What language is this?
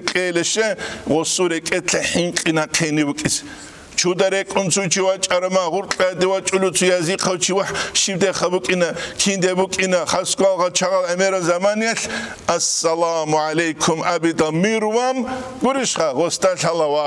Avaric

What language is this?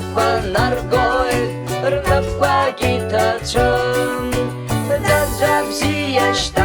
Abkhazian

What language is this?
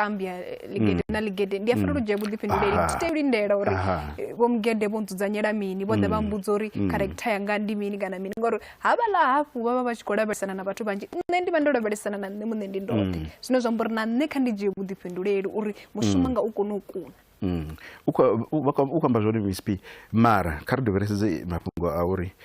Venda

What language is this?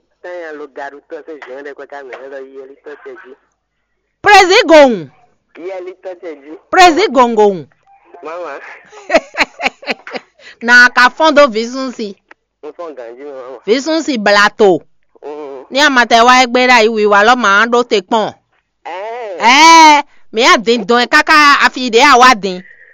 Fon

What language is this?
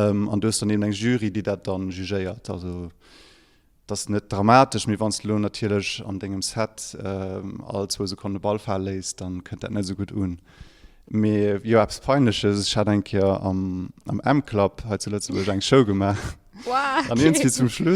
Luxembourgish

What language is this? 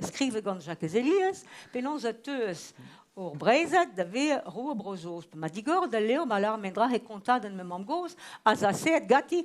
Breton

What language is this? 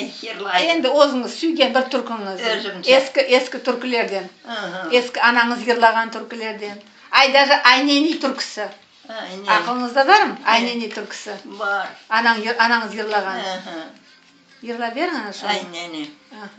Crimean Tatar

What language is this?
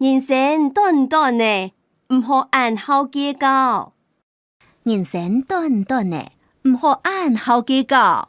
Hakka Chinese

